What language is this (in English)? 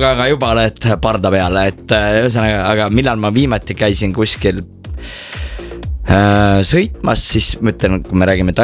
Estonian